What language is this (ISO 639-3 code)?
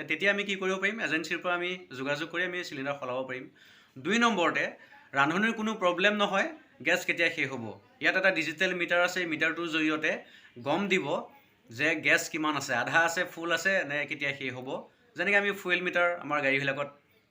asm